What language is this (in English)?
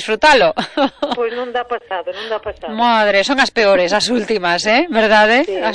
Galician